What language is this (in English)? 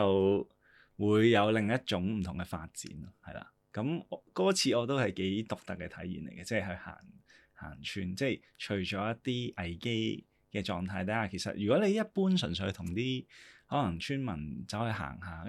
Cantonese